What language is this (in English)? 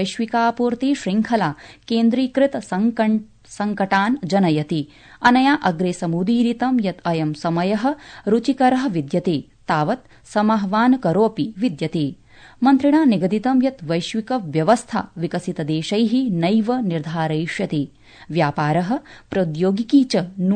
Sanskrit